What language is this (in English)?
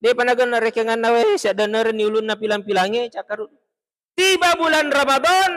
Buginese